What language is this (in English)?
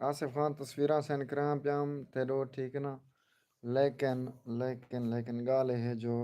Saraiki